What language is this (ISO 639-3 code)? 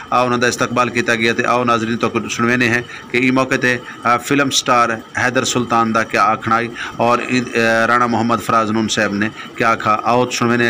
skr